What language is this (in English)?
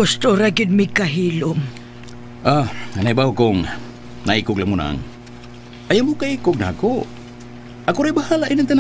Cebuano